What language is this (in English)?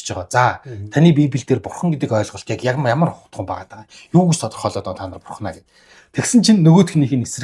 Mongolian